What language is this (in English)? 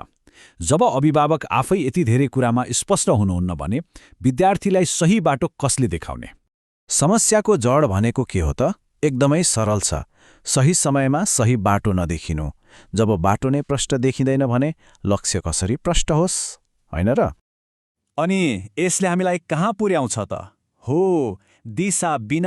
Nepali